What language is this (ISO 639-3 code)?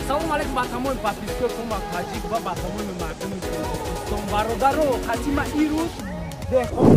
tgk